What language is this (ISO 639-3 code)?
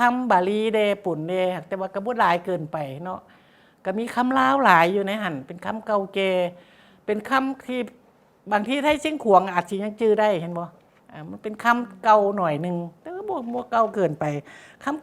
lao